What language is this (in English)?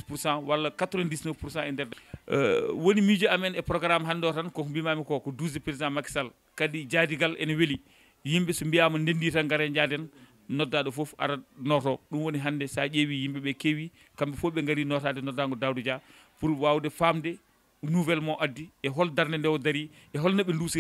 Fula